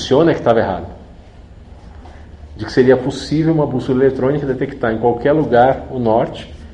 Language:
Portuguese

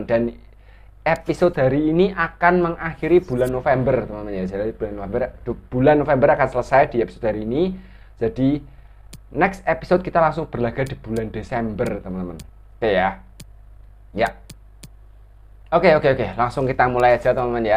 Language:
Indonesian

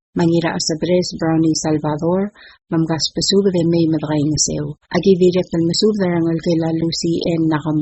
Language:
Palauan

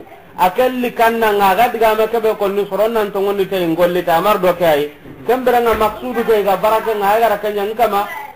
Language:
Soninke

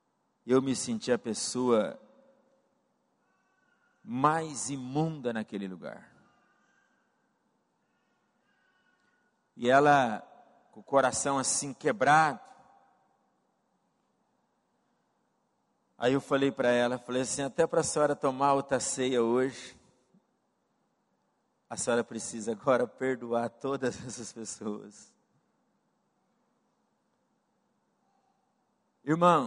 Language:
Portuguese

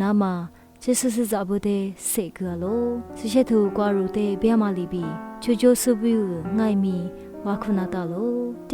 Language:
Lisu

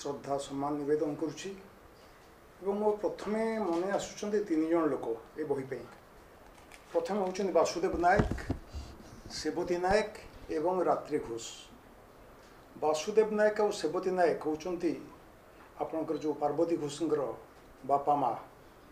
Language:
Odia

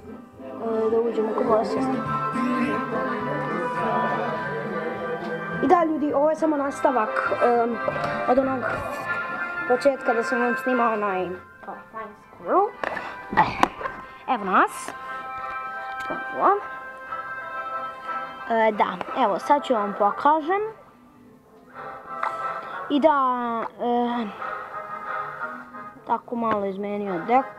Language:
Serbian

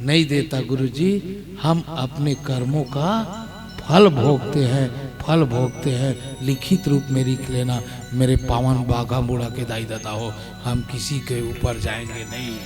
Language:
Chhattisgarhi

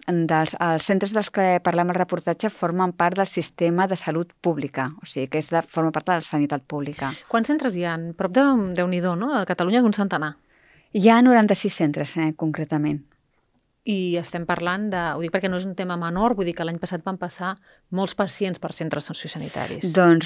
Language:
Catalan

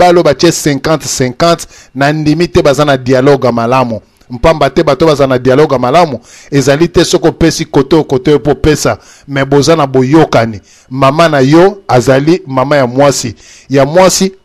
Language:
Lingala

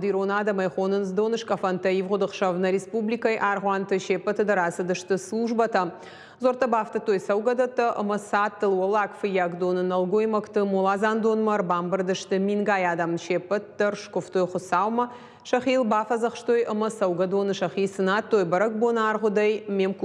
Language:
Ossetic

